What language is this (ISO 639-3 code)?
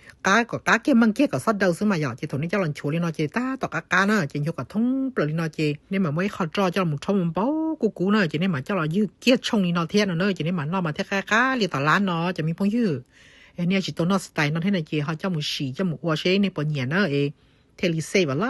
hmn